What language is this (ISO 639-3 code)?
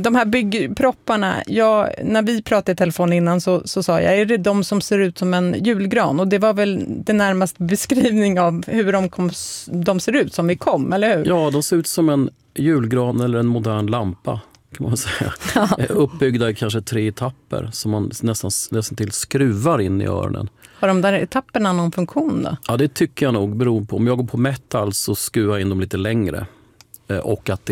swe